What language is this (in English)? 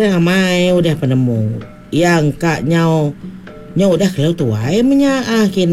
Iban